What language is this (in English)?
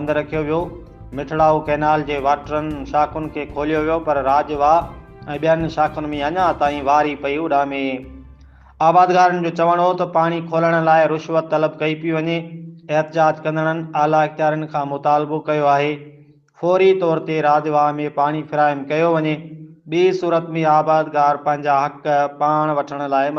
Sindhi